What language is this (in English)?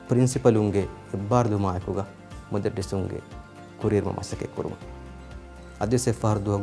Divehi